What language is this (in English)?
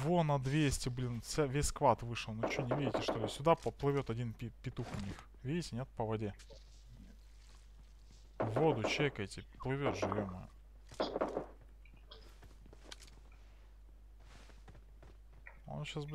Russian